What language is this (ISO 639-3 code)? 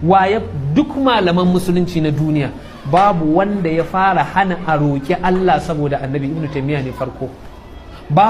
hau